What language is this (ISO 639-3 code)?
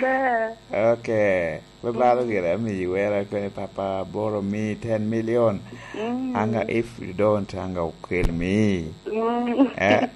laj